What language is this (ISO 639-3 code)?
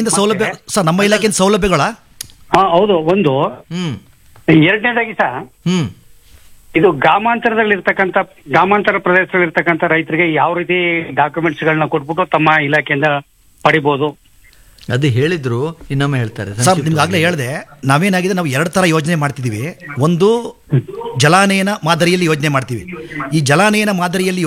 kan